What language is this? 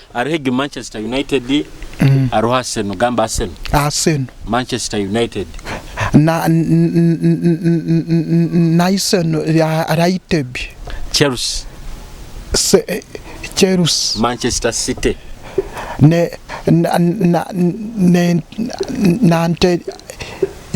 Nyoro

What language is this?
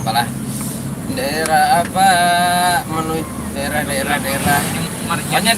Banjar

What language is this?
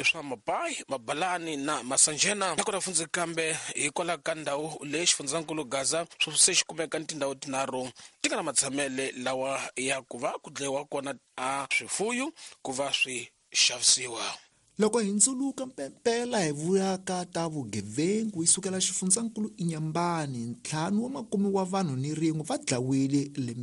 Tsonga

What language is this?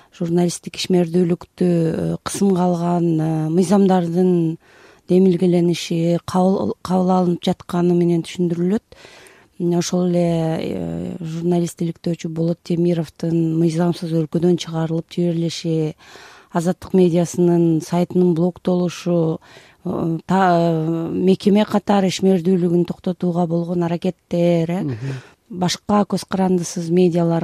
Kyrgyz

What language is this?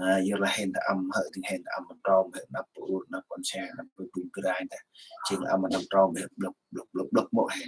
Central Mnong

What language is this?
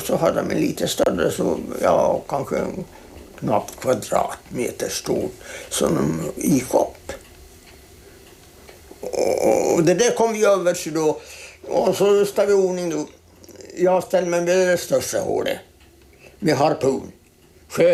Swedish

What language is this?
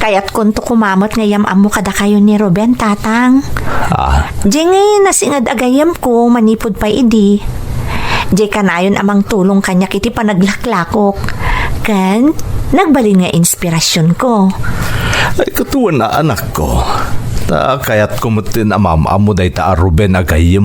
Iloko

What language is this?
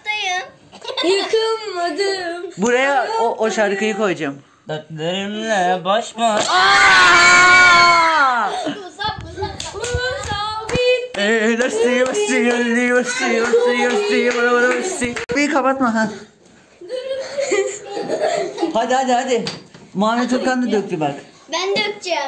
Turkish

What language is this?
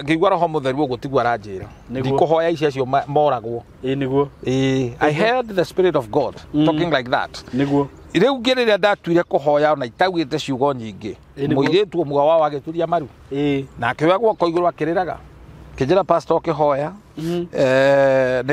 Kikuyu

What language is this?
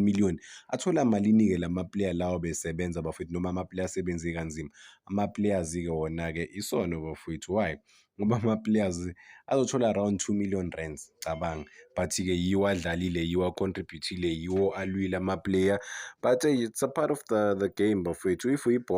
Zulu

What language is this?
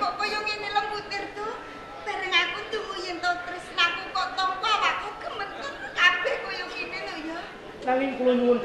Javanese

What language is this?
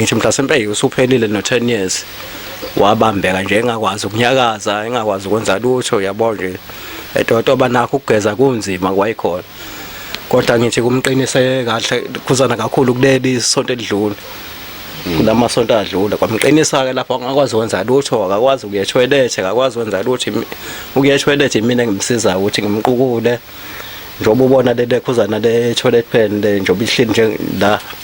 Zulu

